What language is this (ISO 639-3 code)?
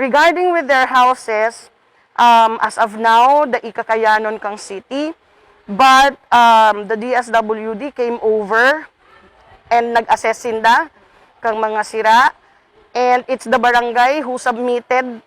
bik